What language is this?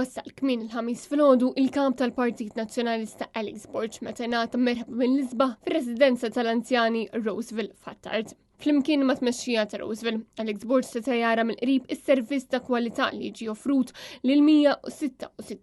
Maltese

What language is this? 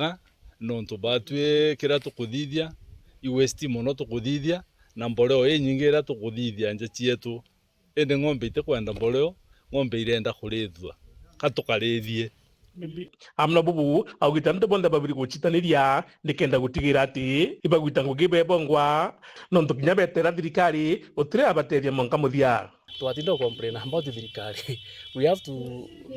Meru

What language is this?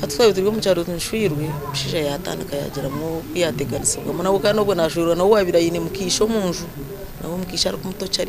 Nyankole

